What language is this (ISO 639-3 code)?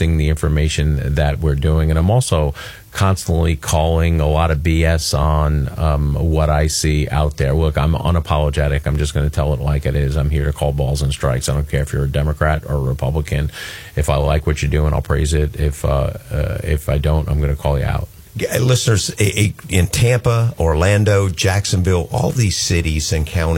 eng